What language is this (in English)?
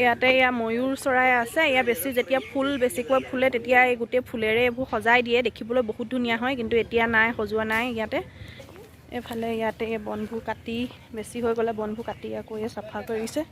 Assamese